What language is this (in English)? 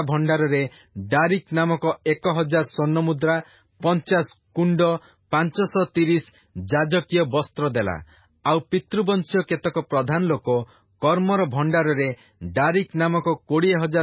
Odia